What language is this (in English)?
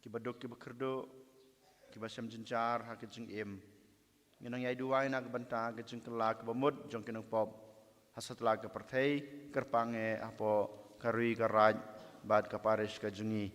Khasi